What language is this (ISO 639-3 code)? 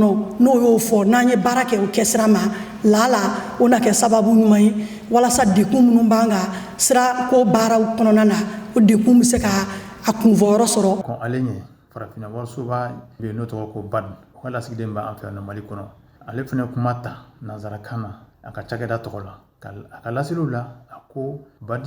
bam